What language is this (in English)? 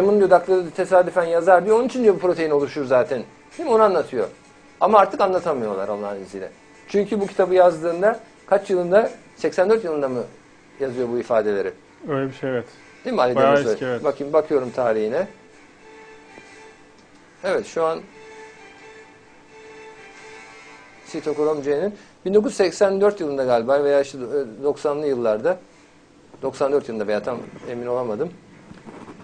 Turkish